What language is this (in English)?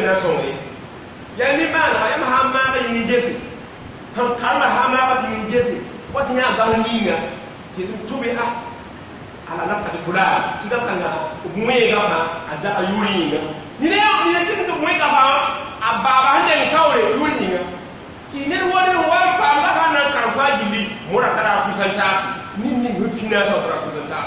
Mossi